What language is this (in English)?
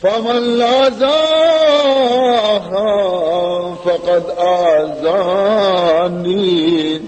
Baluchi